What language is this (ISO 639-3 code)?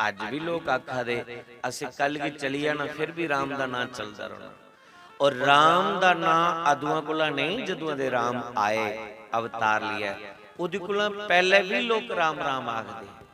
doi